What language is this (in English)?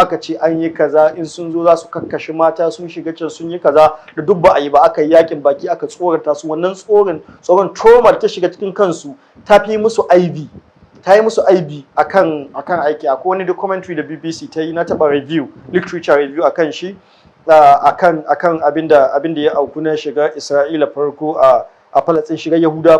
Hausa